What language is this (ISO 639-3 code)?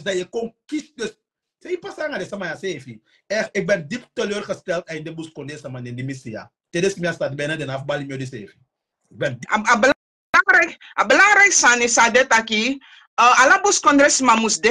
srn